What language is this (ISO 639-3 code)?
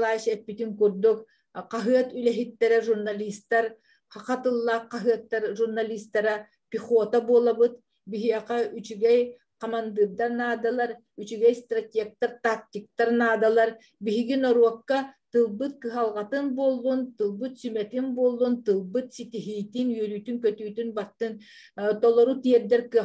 sah